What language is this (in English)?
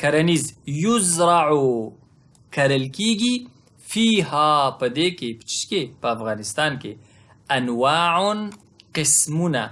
Pashto